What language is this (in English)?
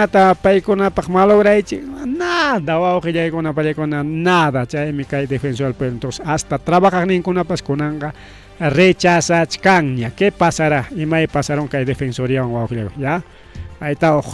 Ayacucho Quechua